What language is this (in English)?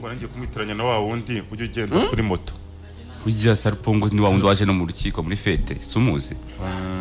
Kinyarwanda